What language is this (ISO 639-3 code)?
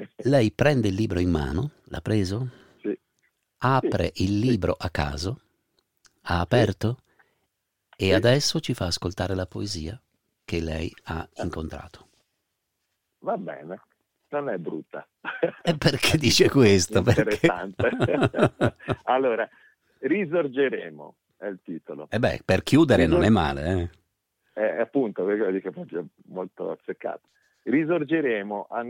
ita